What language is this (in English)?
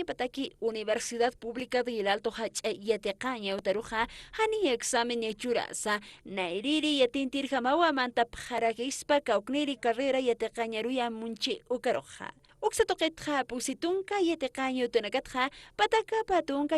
Aymara